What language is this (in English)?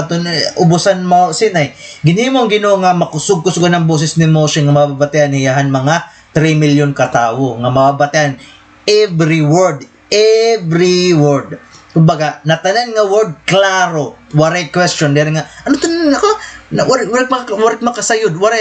Waray